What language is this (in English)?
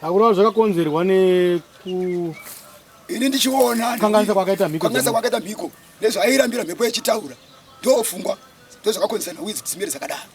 Shona